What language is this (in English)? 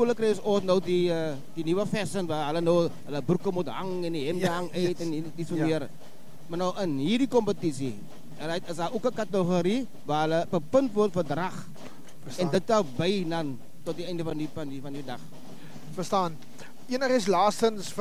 Afrikaans